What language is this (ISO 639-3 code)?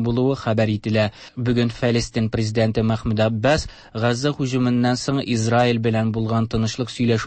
tat